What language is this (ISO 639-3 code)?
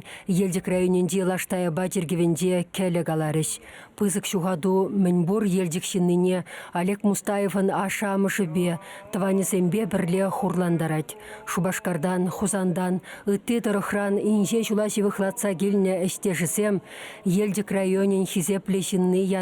chv